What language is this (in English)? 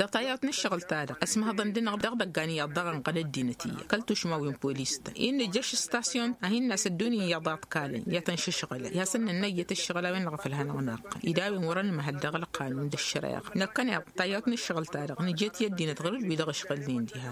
Tamasheq